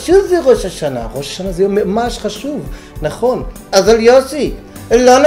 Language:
Hebrew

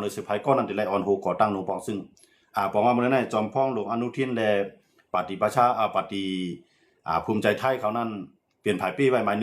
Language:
Shan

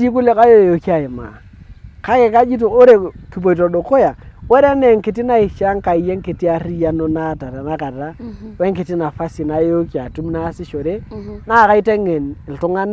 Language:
Masai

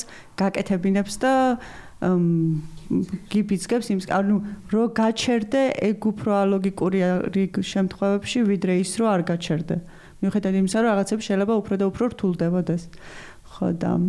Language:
Georgian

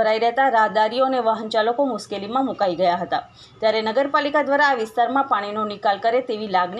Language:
Gujarati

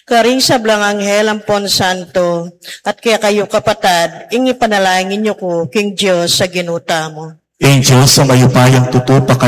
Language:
Pampanga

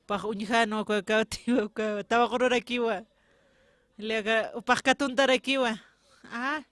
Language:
Aymara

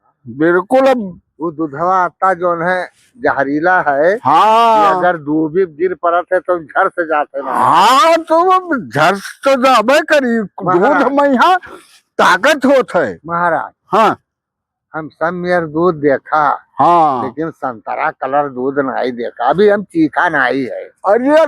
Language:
Awadhi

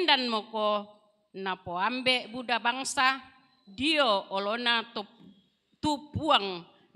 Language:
Toraja-Sa'dan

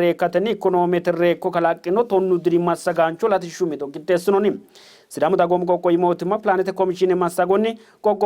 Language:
Sidamo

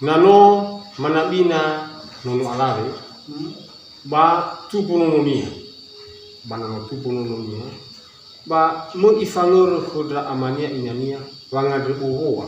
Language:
Nias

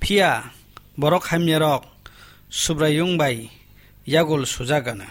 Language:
Kok Borok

